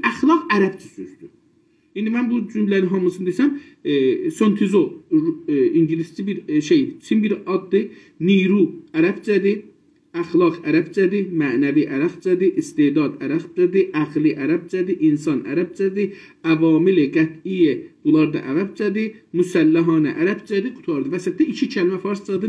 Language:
South Azerbaijani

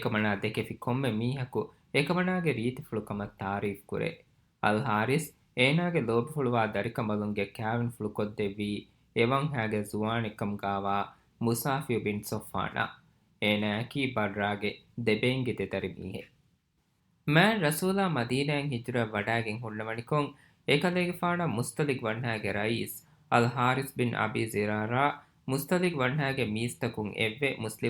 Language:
Divehi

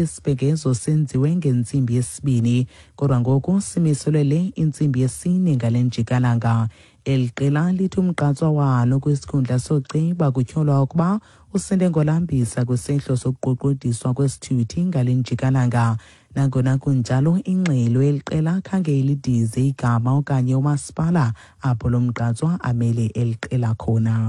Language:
Xhosa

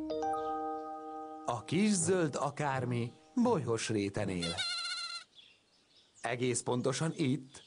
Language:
Hungarian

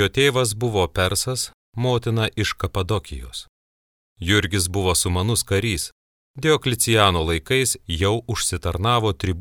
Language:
Lithuanian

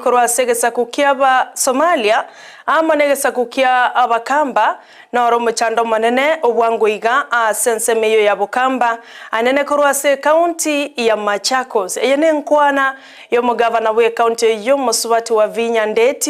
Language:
Gusii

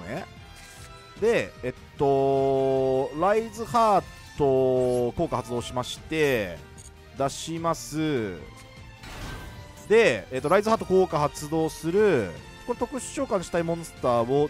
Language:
Japanese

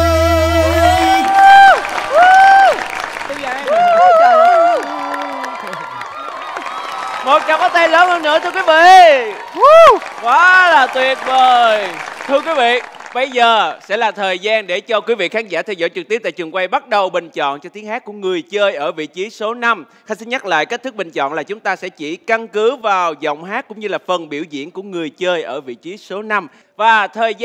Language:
Vietnamese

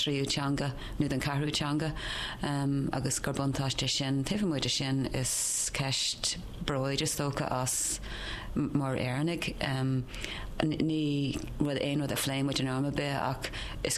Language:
Irish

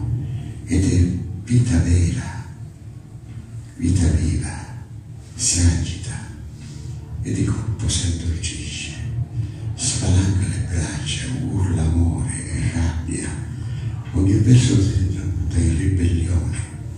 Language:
Italian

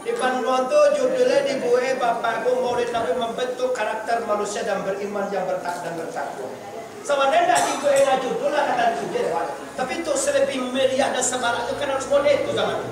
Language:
Minangkabau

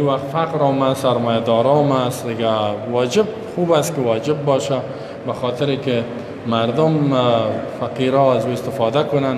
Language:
Persian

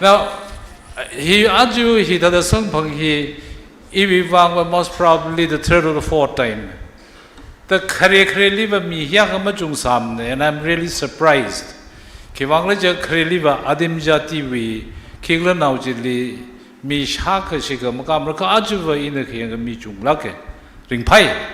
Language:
Tangkhul Naga (India)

